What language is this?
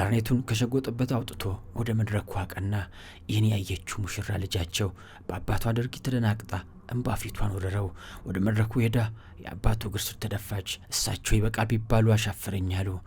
Amharic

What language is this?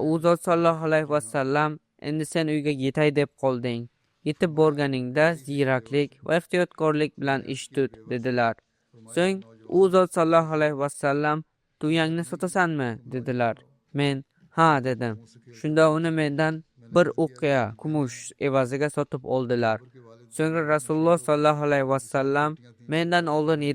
Uzbek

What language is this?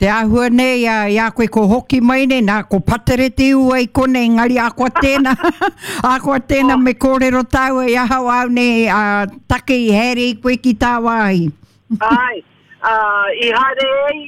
Māori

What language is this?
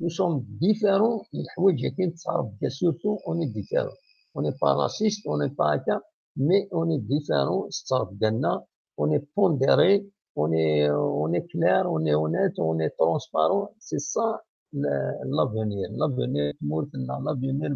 Kabyle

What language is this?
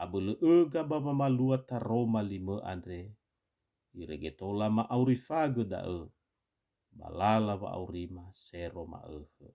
Nias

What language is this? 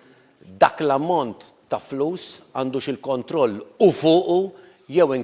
Maltese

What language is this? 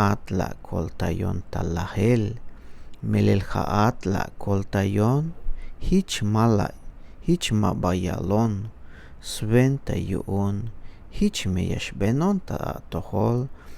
Tzeltal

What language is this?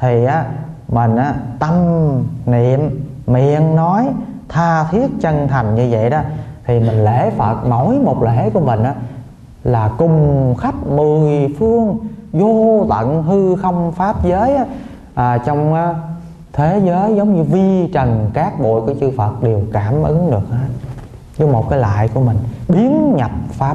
Vietnamese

